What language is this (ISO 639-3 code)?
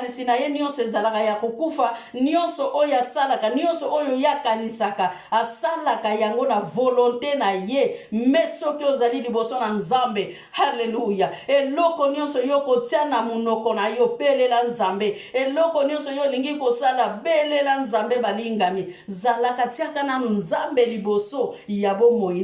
lin